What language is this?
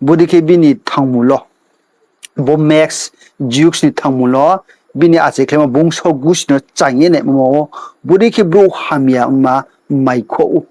Riang (India)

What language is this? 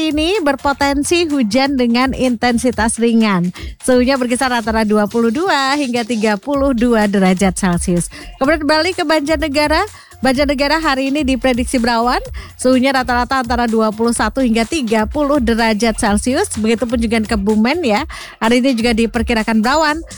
Indonesian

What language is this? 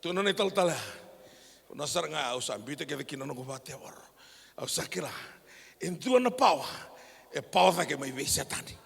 Fijian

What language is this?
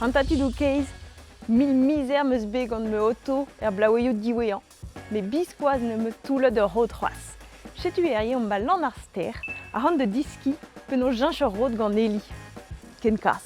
Breton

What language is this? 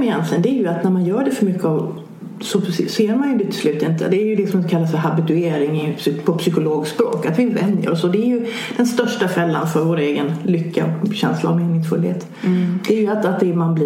Swedish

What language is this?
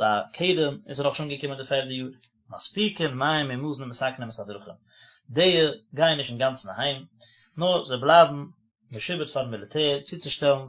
Yiddish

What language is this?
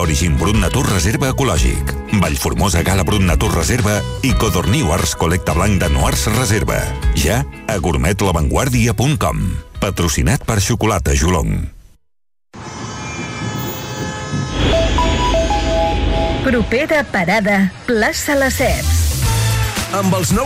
Catalan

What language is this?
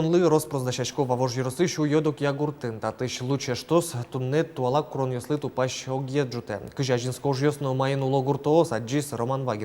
Udmurt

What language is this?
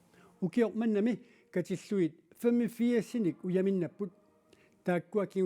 Kalaallisut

